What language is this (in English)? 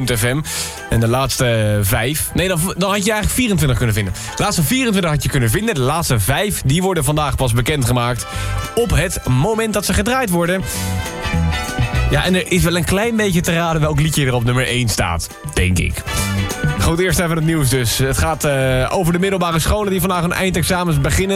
Dutch